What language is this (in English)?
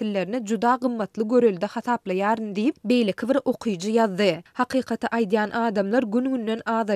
Turkmen